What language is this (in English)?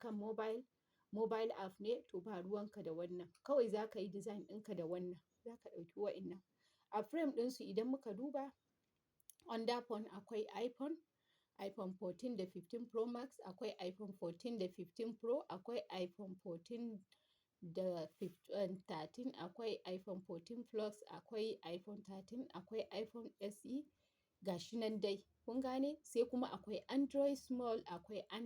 Hausa